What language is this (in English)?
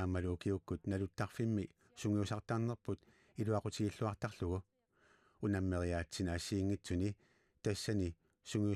Kalaallisut